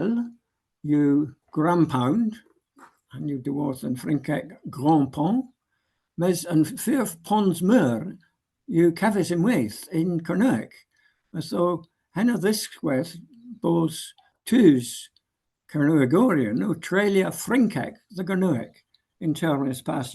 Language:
Cornish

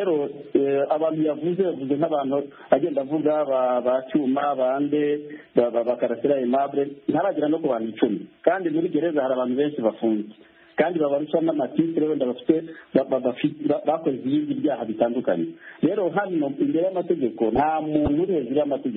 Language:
Kinyarwanda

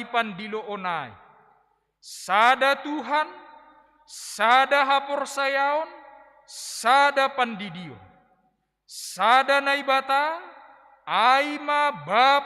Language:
Batak Simalungun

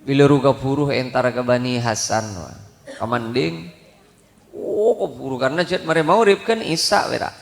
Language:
Madurese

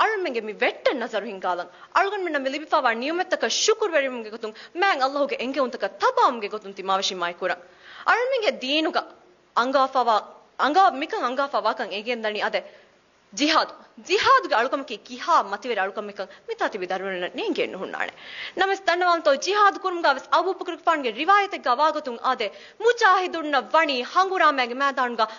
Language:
Divehi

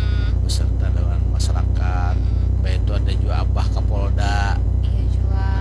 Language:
Banjar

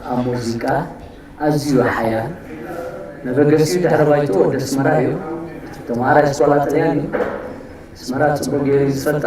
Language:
Tigrinya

